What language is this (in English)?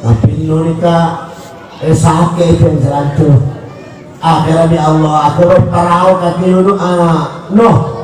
Madurese